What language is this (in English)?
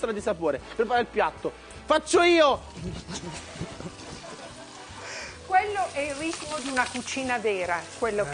Italian